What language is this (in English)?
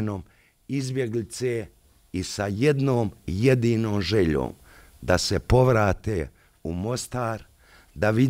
Bosnian